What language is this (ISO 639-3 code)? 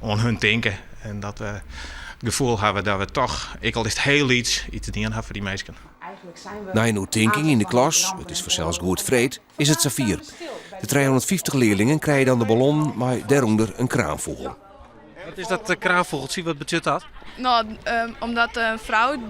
fry